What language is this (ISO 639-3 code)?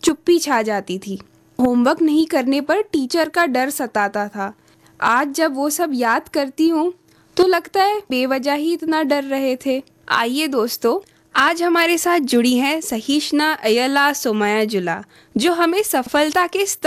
hin